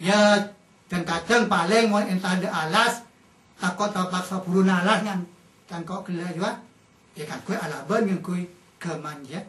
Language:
Madurese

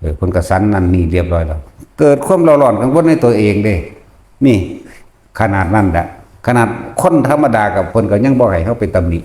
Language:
Northeastern Thai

